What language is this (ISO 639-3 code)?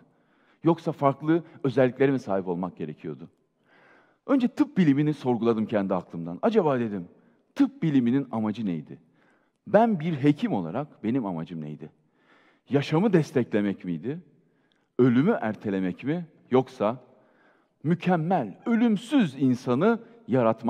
tur